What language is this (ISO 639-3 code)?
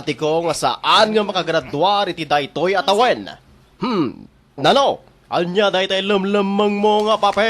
ilo